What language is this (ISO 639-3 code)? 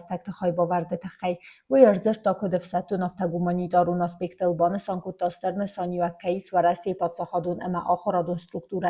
oss